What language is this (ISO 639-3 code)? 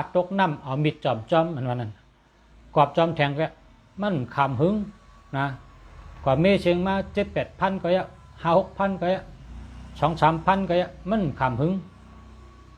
shn